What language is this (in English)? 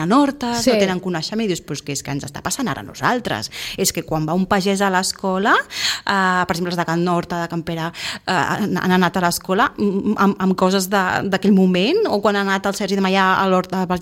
Catalan